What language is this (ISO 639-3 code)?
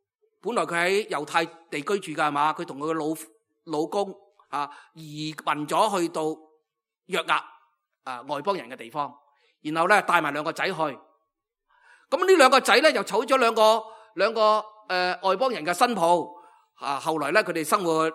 yue